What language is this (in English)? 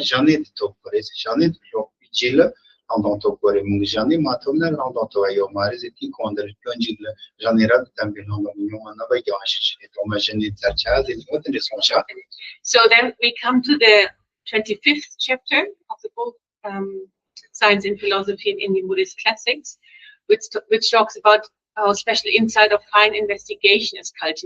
Tibetan